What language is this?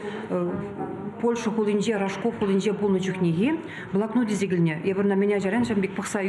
Chuvash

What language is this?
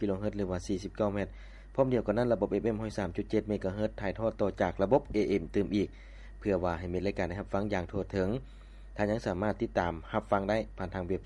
Lao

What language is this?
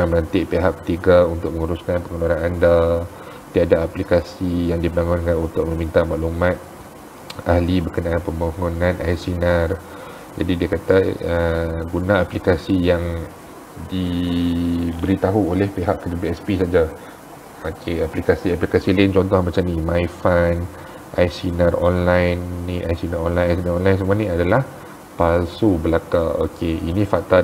Malay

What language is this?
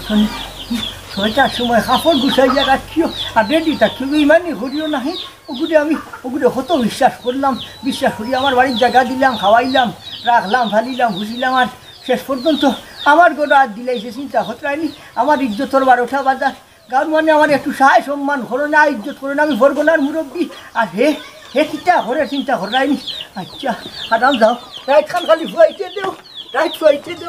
Sylheti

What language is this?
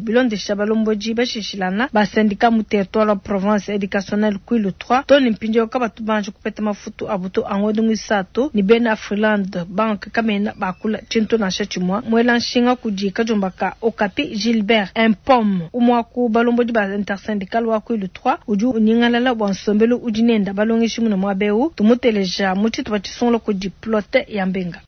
Luba-Lulua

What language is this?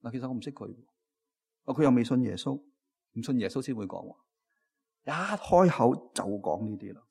Cantonese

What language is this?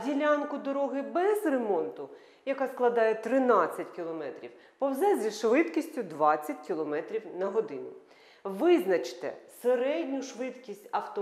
Ukrainian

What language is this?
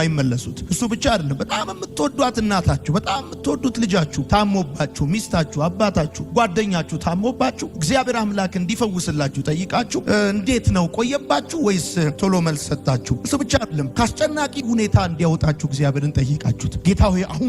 Amharic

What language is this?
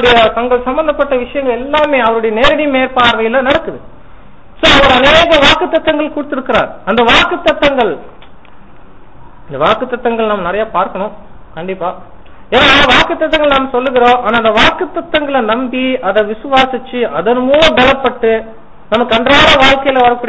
Tamil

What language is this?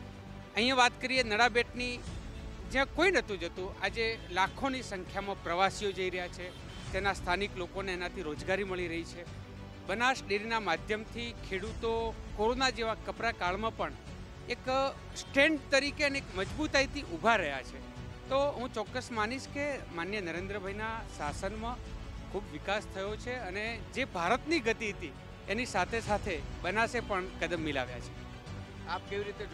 Gujarati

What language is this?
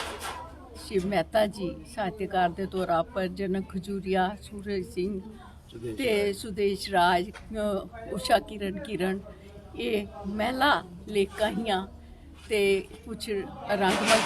Dogri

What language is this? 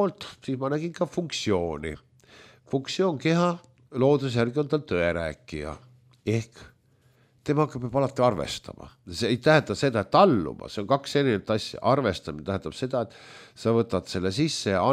Estonian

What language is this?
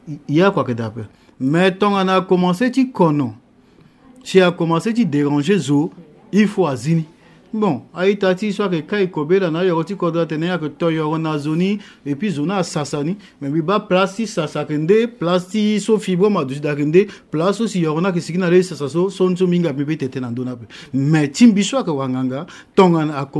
Sango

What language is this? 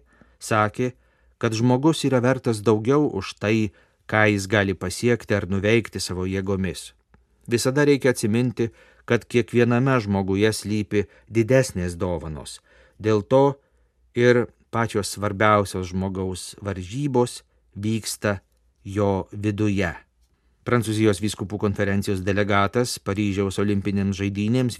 Lithuanian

